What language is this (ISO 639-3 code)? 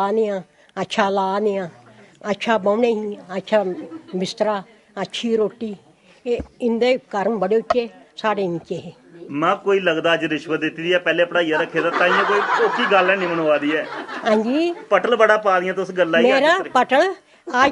doi